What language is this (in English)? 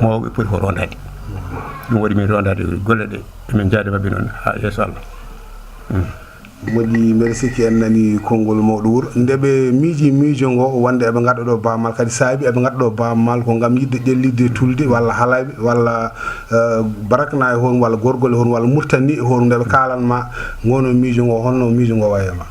Fula